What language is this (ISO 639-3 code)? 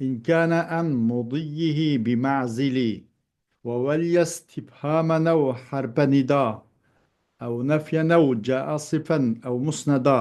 uig